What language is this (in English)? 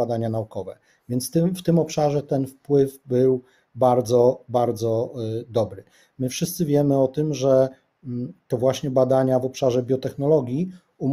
Polish